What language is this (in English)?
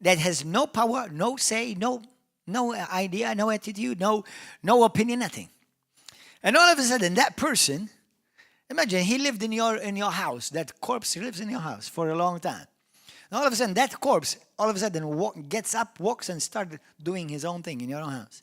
English